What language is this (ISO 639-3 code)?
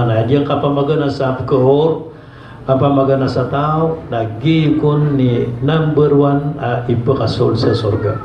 mrw